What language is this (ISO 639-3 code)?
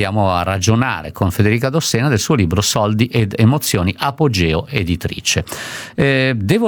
ita